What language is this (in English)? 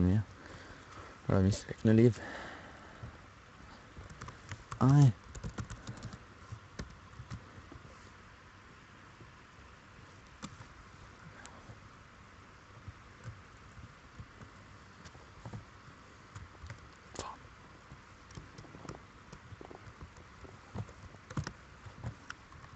Norwegian